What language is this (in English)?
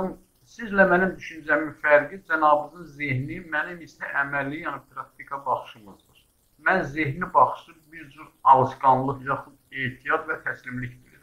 South Azerbaijani